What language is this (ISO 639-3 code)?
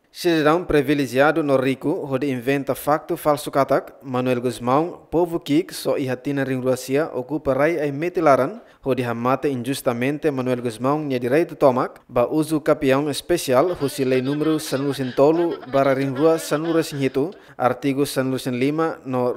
tet